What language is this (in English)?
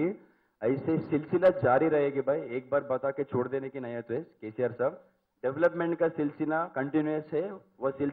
Telugu